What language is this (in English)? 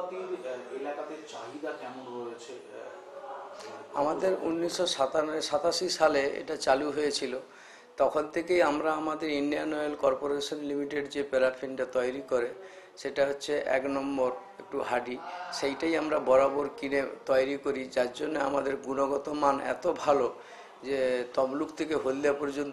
Bangla